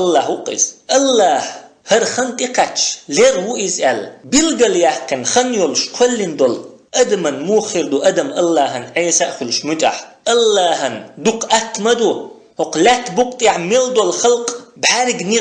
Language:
Chechen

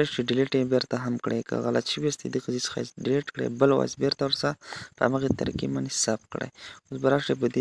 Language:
Pashto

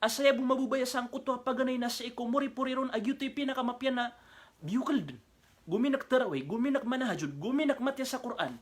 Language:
Maranao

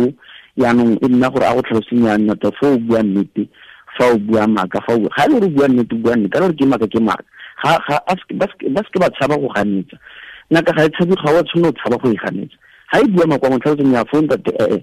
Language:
Tswana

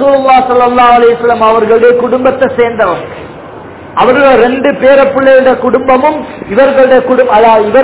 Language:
Tamil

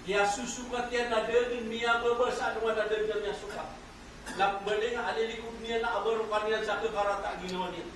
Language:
Maranao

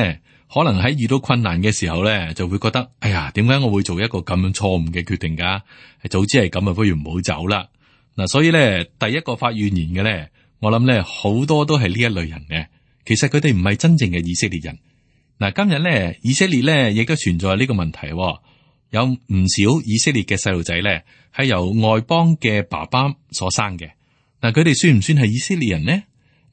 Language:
Cantonese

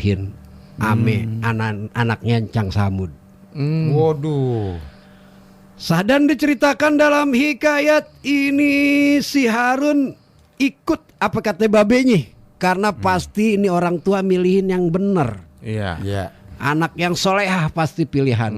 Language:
Betawi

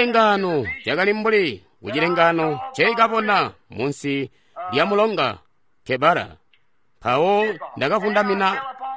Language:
Tonga (Zambia)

